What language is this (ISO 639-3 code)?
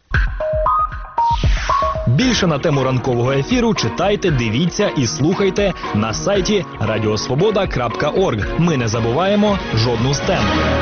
ukr